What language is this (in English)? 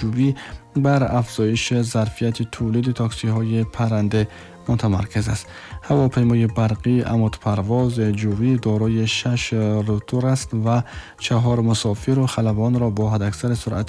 Tajik